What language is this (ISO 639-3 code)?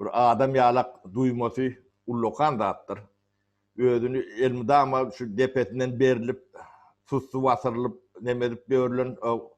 tuk